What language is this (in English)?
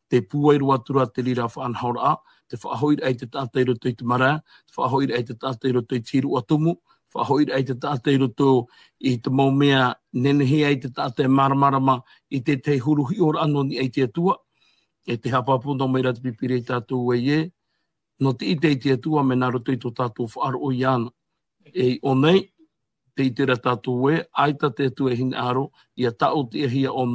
Tahitian